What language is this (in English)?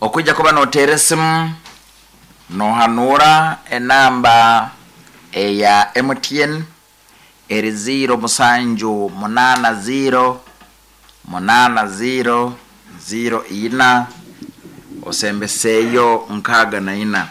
Nyankole